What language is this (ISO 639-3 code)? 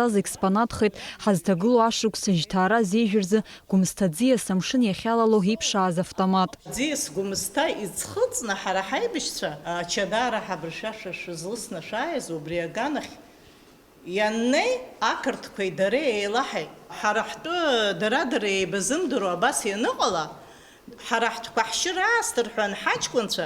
abk